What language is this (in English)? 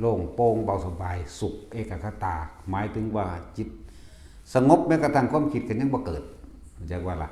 Northeastern Thai